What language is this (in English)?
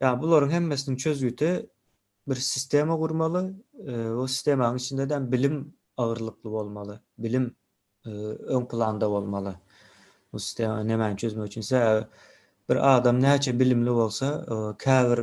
Turkmen